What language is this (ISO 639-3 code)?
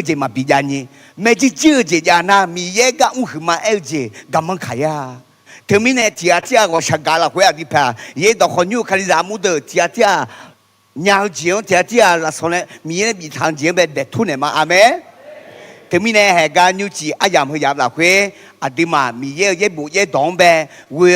ahk